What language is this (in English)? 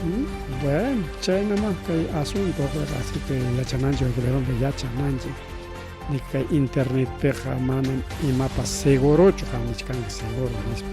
Ayacucho Quechua